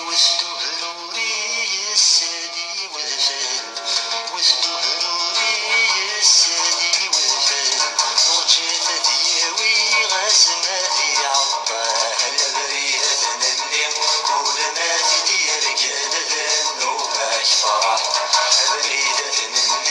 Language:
Kabyle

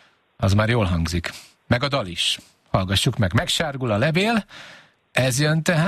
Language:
Hungarian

